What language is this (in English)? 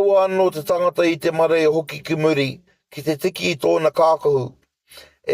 Māori